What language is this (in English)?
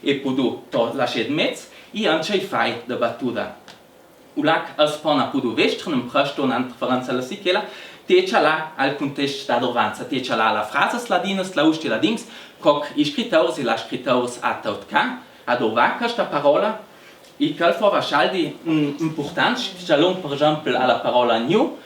Ladin